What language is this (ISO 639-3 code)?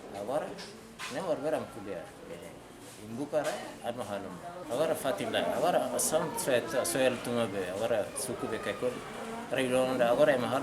tet